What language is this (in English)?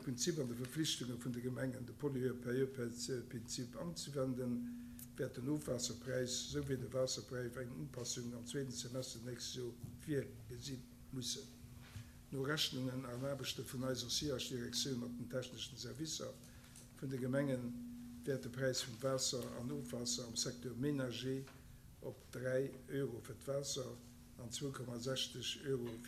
Luxembourgish